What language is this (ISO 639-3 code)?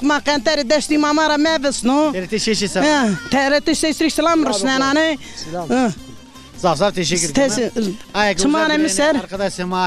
zza